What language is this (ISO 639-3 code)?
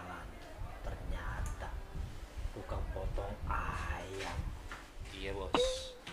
bew